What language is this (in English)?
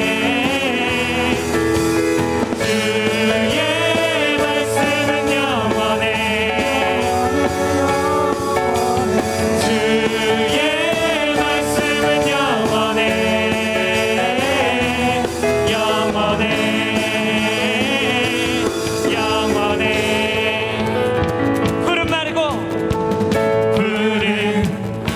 Korean